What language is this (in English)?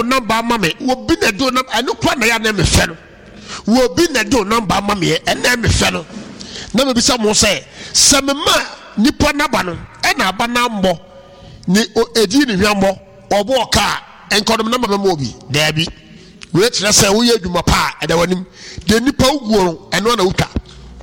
Akan